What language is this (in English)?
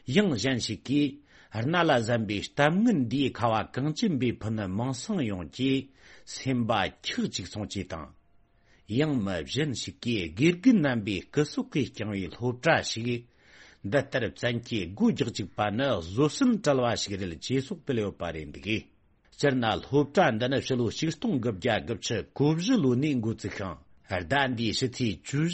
Tibetan